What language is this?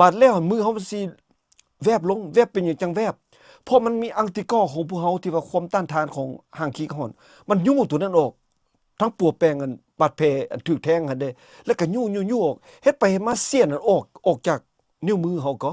Lao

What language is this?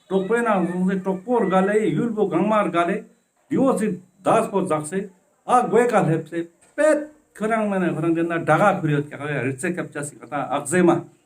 Ladakhi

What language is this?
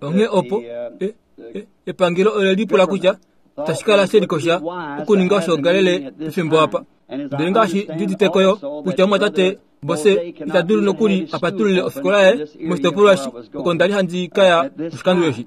Kuanyama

